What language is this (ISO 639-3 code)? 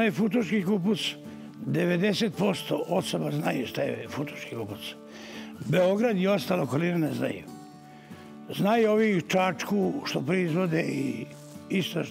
srp